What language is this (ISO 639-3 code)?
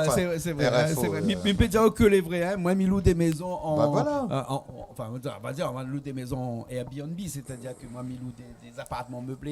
rcf